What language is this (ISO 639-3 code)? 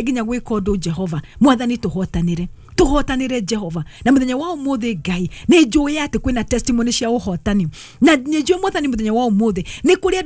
kik